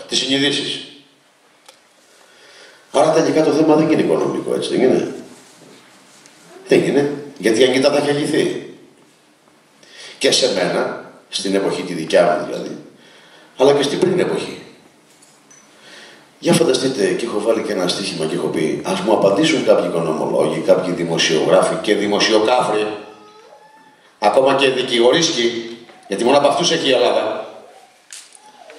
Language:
Greek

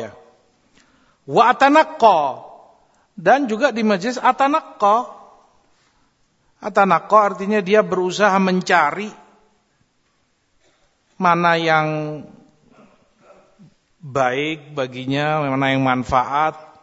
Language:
Indonesian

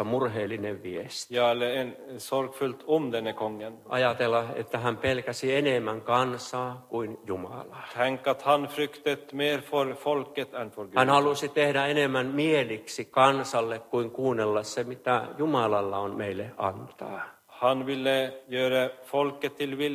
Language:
Finnish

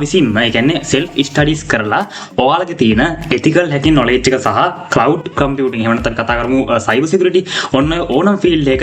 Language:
Sinhala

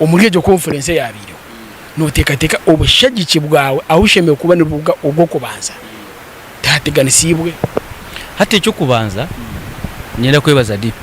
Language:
Nyankole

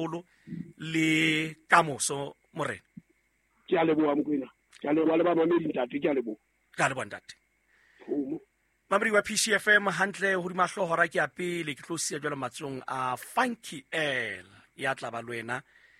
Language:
Southern Sotho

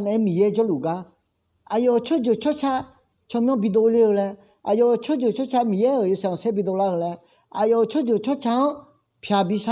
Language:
Akha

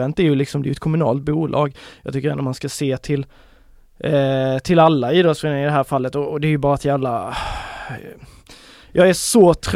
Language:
Swedish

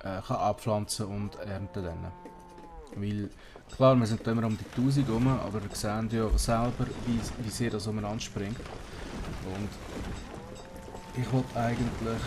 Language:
Swiss German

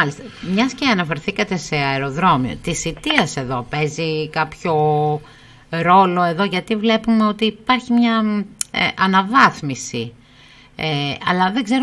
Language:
Greek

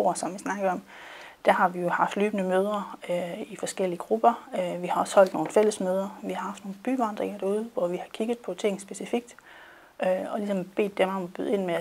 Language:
Danish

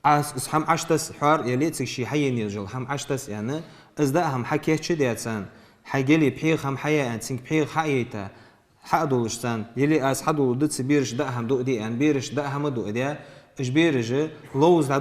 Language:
Ingush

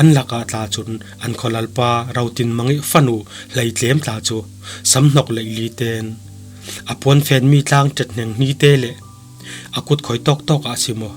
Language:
Falam Chin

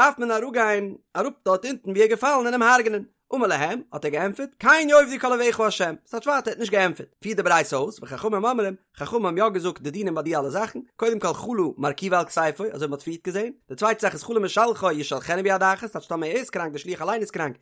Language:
Yiddish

